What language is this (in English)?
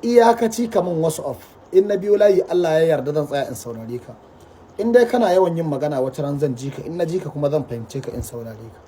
Hausa